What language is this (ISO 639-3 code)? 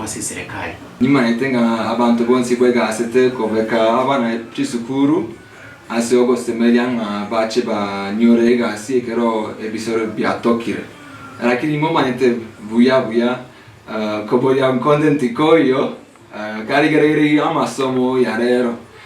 guz